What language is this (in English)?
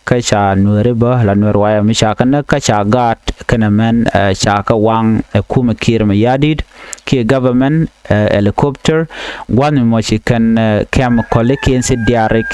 Nuer